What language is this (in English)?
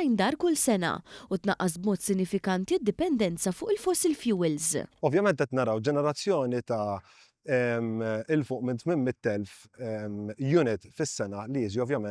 Maltese